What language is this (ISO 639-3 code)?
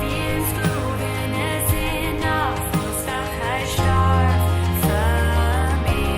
pdt